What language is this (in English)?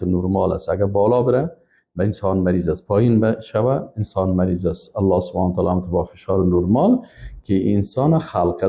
Persian